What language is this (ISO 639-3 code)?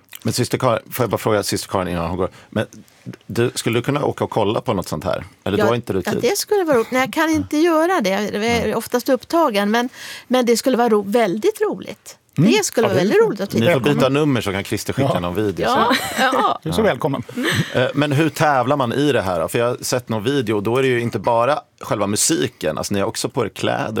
swe